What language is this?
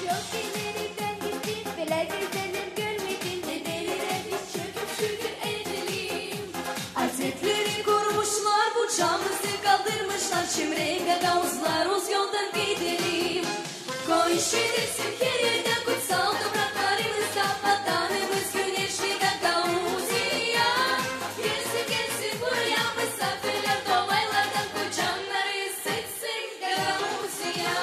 Gagauz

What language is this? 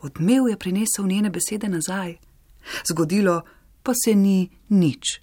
Slovenian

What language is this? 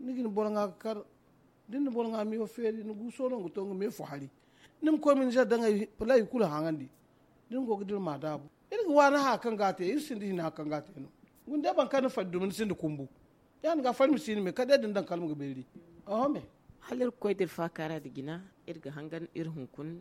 Zarma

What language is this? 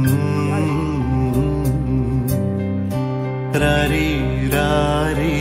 Kannada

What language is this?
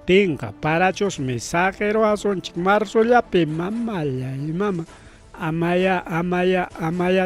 Ayacucho Quechua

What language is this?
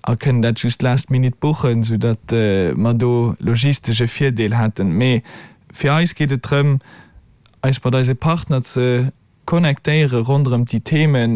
Luxembourgish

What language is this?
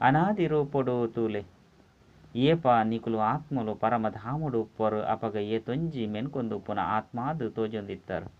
Tulu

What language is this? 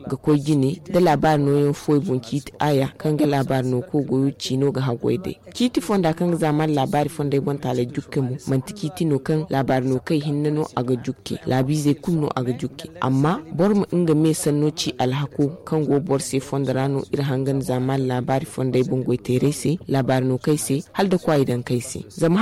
Zarma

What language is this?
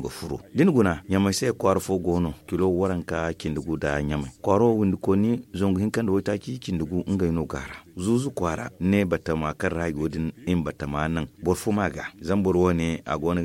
Zarma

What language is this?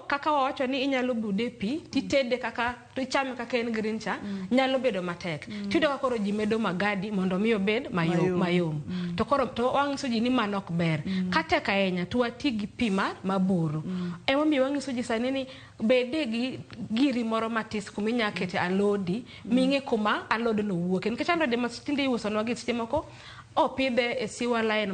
Luo (Kenya and Tanzania)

